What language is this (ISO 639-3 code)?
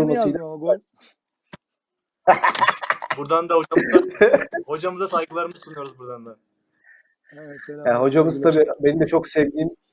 tur